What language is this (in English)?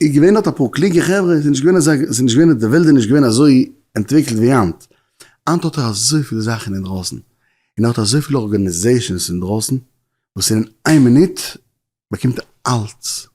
Yiddish